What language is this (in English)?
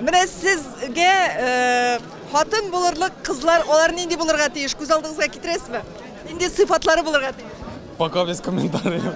Tatar